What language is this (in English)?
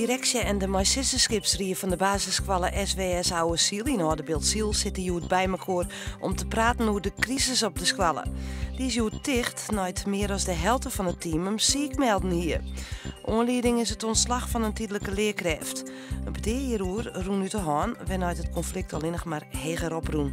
Western Frisian